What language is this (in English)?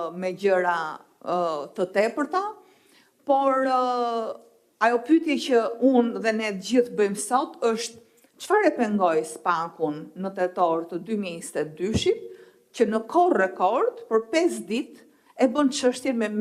Albanian